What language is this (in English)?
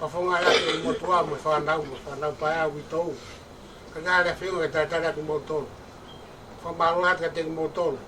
Tongan